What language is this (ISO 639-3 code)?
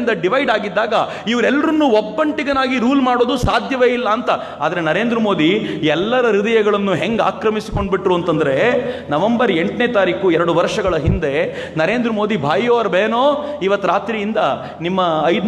kan